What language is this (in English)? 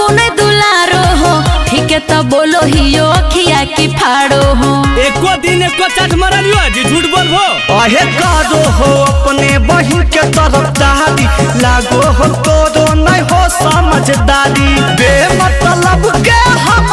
Magahi